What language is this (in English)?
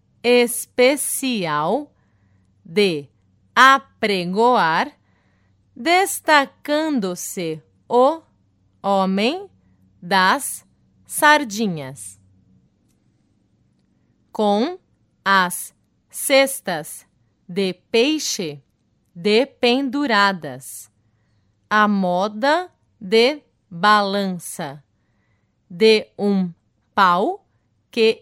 Portuguese